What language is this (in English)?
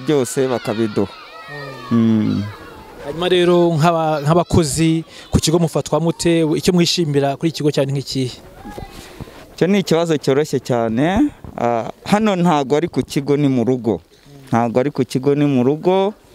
Kinyarwanda